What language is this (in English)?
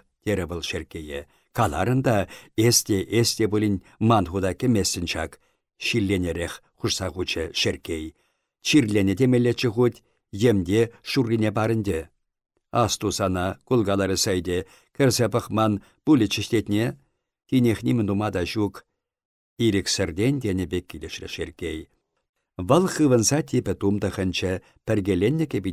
Chuvash